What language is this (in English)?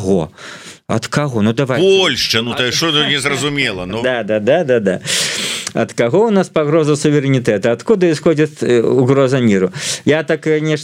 Belarusian